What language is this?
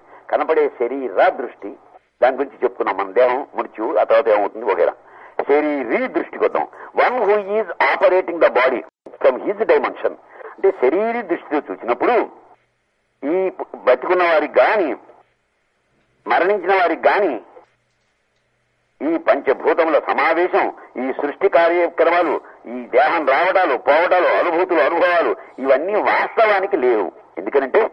Telugu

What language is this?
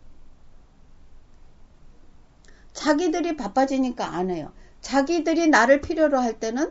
Korean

